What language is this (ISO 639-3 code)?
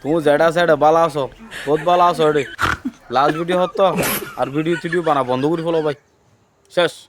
rhg